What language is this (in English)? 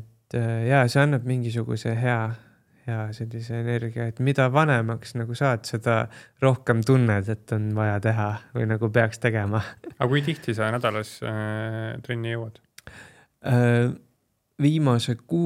Estonian